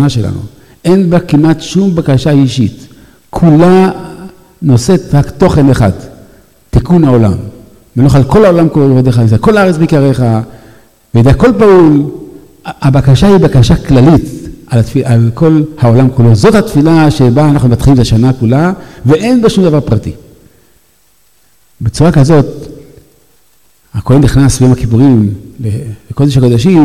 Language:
Hebrew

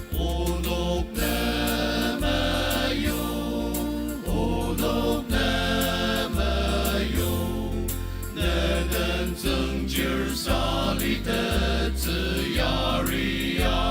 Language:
Ao Naga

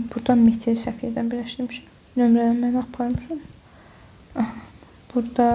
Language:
Azerbaijani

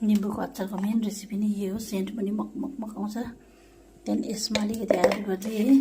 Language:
Nepali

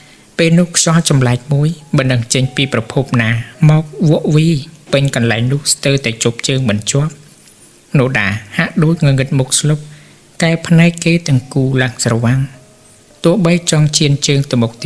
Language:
Khmer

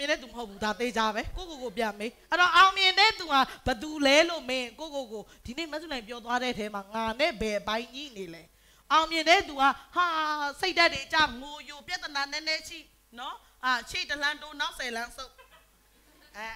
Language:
Burmese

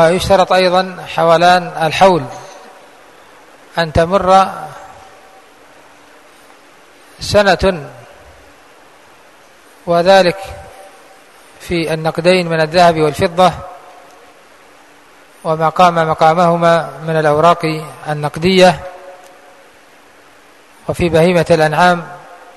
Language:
Arabic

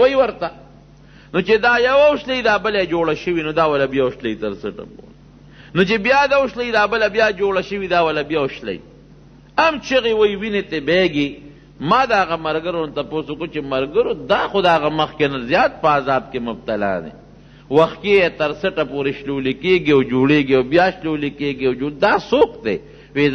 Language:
Pashto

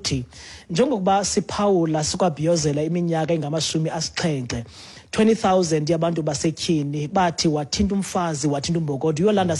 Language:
Xhosa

